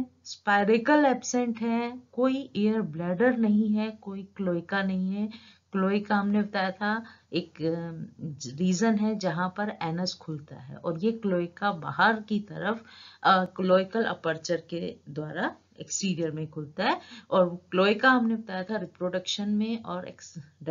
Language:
Hindi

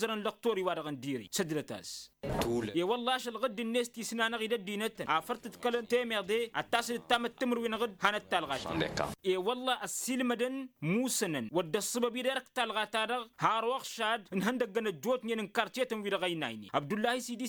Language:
Tamasheq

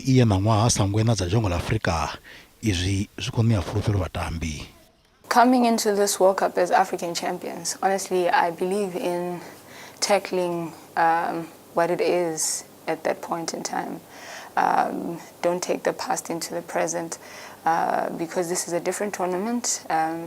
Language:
Venda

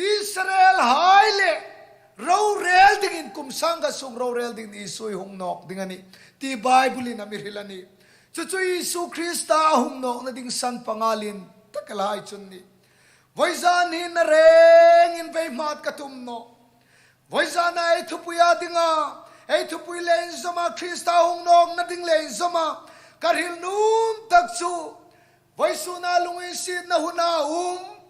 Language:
Hmar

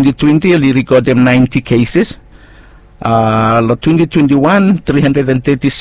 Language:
Bislama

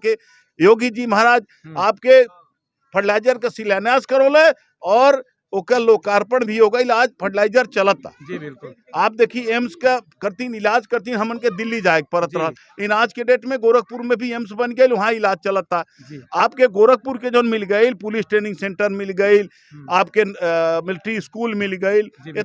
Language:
Bhojpuri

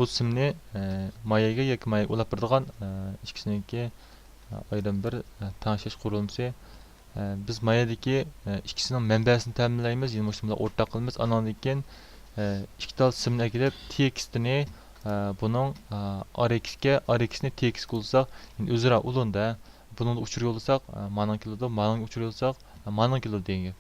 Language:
Uyghur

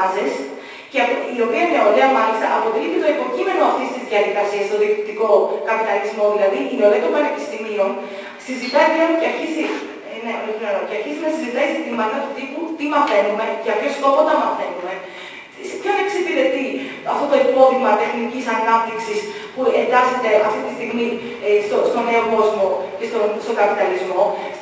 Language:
Greek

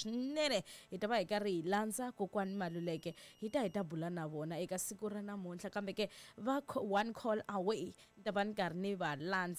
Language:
Tsonga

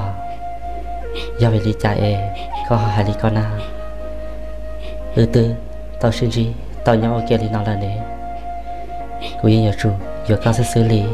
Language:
Vietnamese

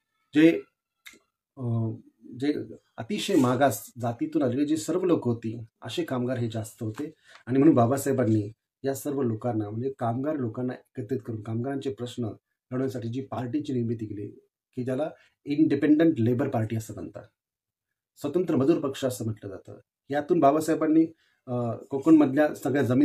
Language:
Marathi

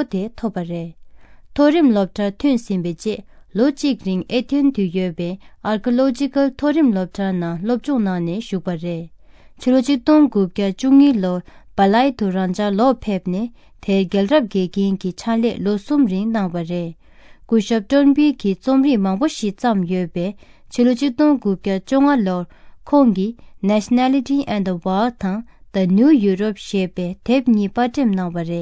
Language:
Tibetan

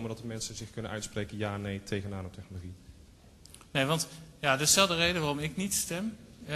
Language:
Dutch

